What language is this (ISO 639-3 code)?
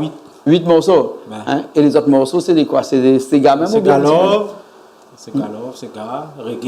rcf